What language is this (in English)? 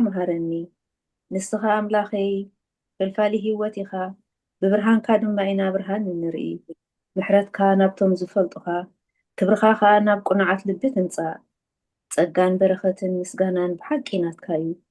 Tigrinya